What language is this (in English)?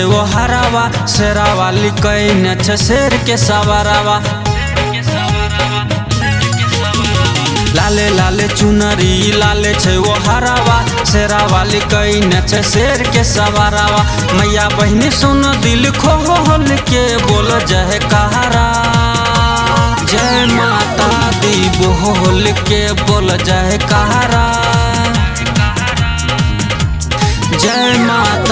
Bhojpuri